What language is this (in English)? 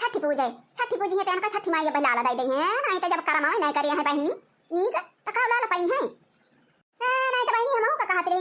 Awadhi